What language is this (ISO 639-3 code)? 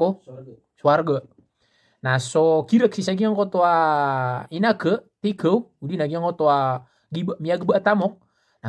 mrw